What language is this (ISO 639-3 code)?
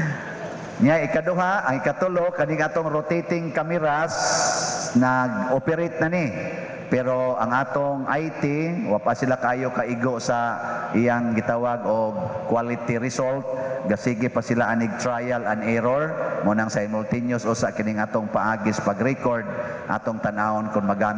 ceb